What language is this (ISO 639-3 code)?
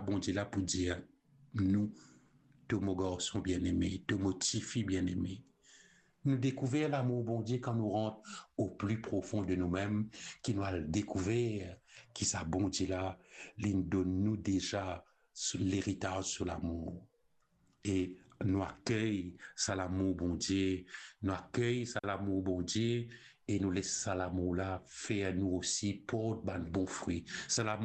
mfe